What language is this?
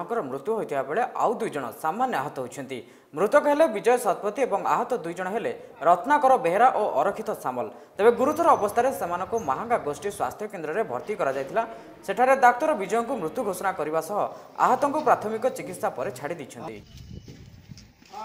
Odia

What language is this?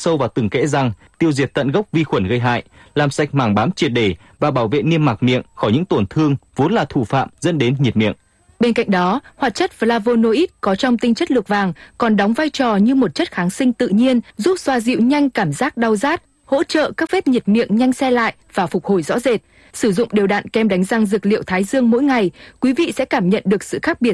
Vietnamese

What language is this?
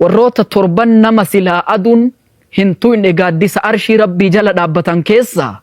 Oromo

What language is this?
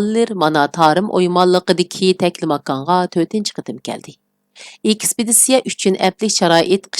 Uyghur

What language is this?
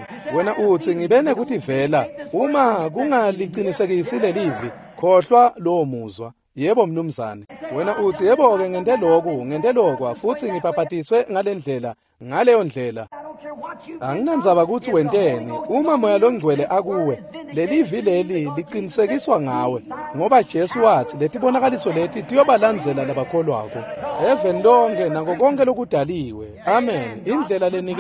Swati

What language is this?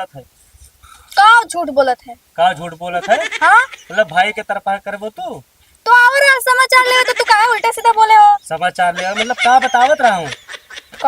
Awadhi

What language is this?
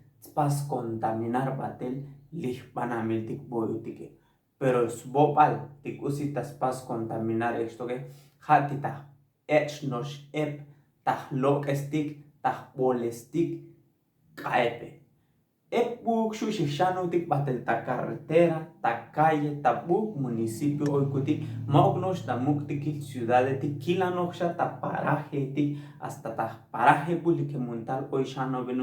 Tzotzil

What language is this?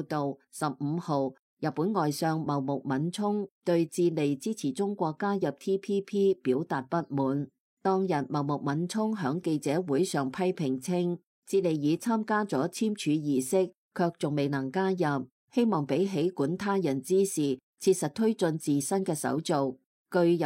Cantonese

